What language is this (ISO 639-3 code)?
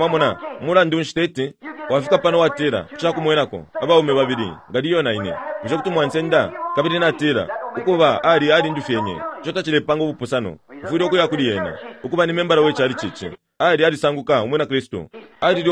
bem